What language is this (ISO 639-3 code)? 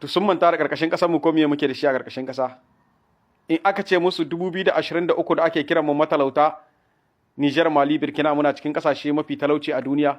hau